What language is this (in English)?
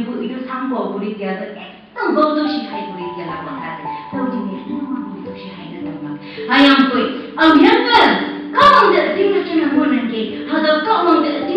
Konyak Naga